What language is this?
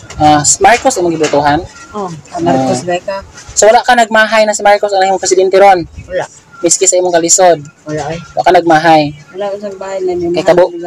Cebuano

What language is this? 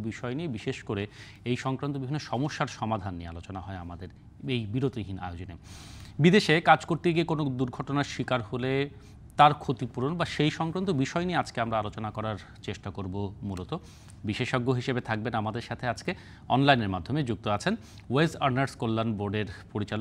Bangla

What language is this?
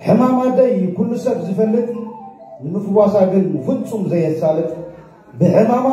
Tigrinya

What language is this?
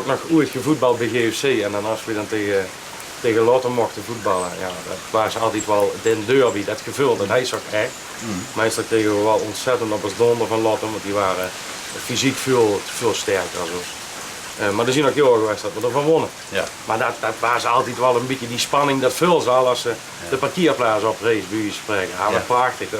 Limburgish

